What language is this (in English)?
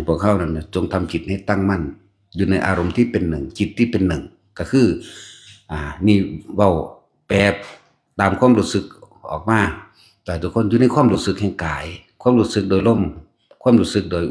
Northeastern Thai